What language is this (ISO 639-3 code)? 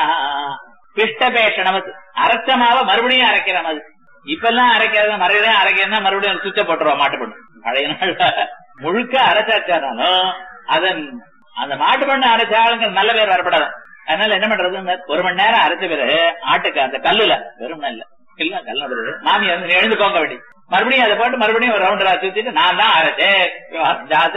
tam